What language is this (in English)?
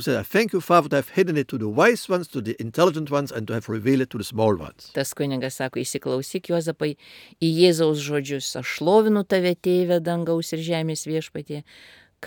Lithuanian